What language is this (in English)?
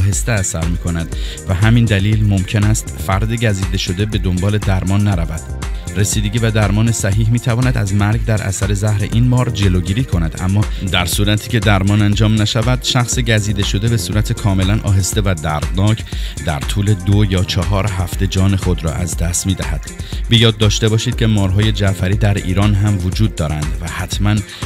Persian